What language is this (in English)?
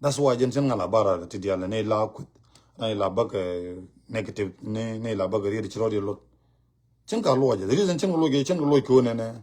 Nuer